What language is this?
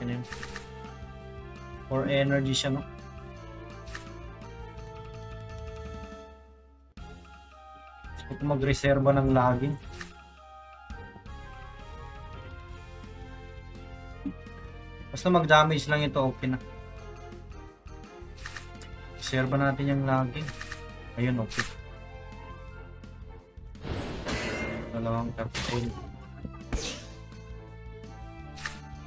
Filipino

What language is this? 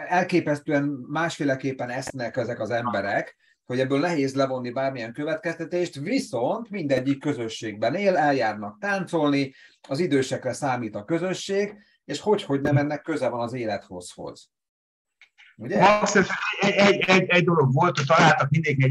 Hungarian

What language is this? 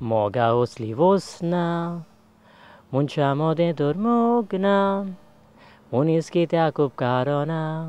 Konkani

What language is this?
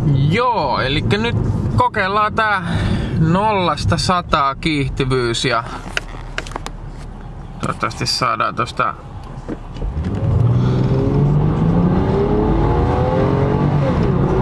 Finnish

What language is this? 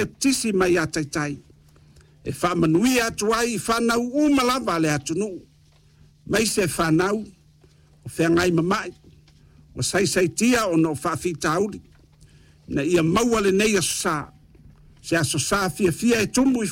Samoan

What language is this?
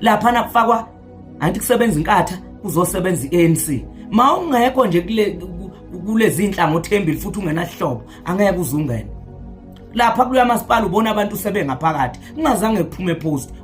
Zulu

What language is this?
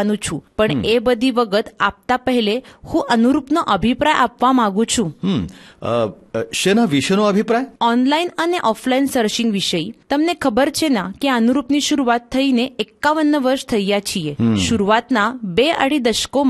Gujarati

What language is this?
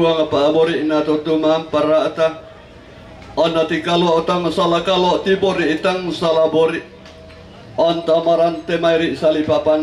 Toraja-Sa'dan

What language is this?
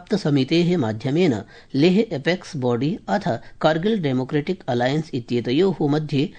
Sanskrit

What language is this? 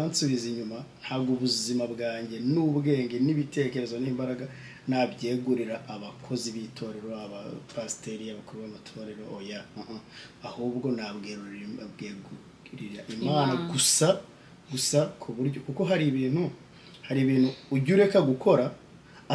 Kinyarwanda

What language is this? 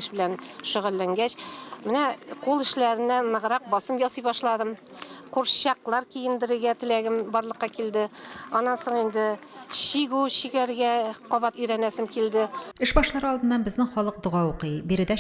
Tatar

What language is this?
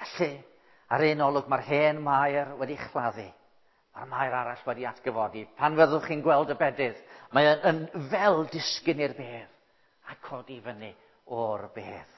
Welsh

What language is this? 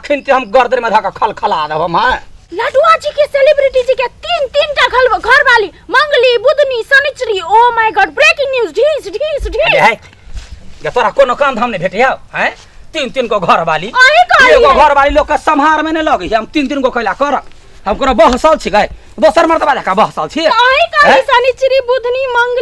Maithili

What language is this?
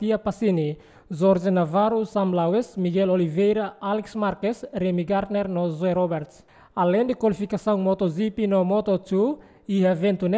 Tetum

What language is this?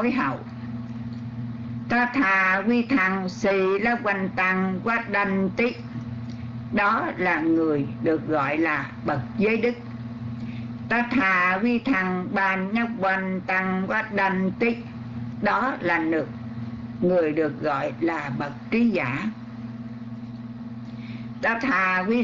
Vietnamese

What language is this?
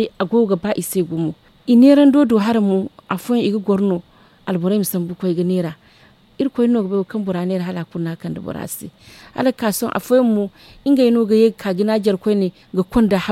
Zarma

